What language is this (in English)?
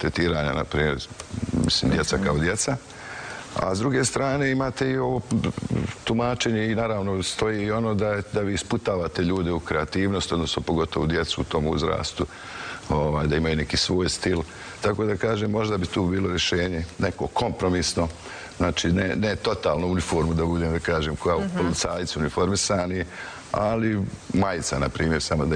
Serbian